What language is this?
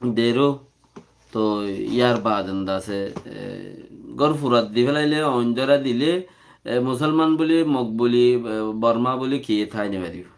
Rohingya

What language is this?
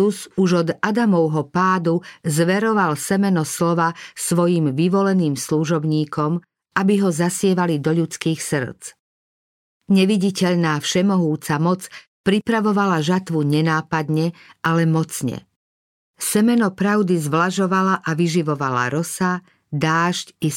Slovak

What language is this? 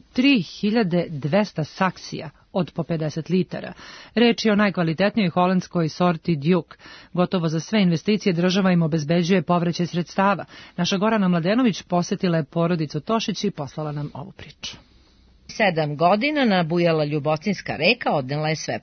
Serbian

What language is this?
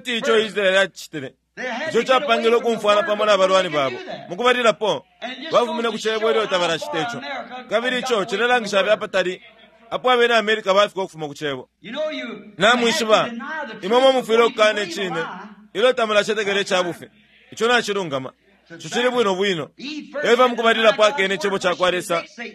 Bemba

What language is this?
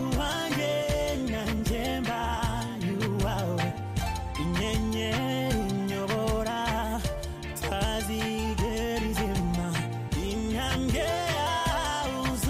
Kinyarwanda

